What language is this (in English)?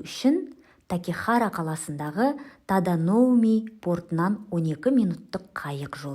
Kazakh